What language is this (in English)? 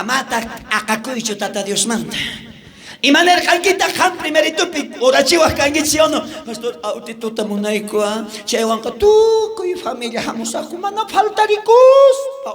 South Bolivian Quechua